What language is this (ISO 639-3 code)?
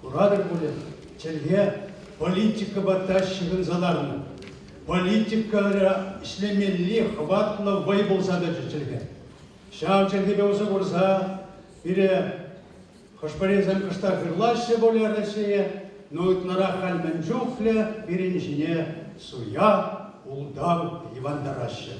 chv